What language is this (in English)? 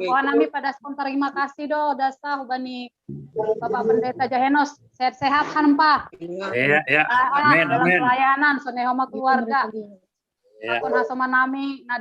Batak Simalungun